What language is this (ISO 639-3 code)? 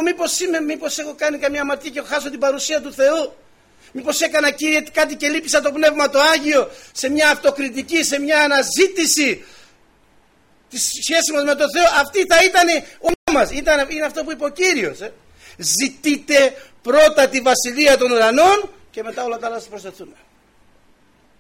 ell